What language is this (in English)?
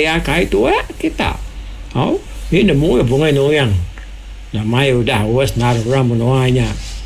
Iban